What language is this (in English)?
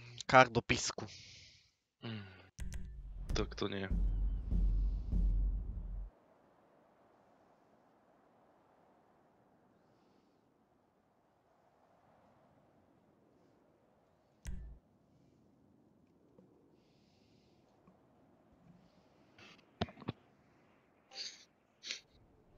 Slovak